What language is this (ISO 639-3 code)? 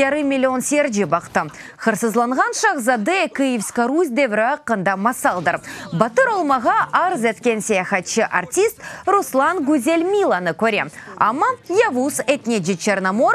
crh